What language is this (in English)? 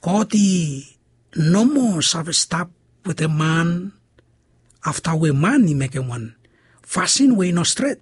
Bislama